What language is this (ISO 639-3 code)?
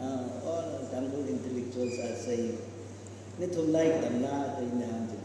nmf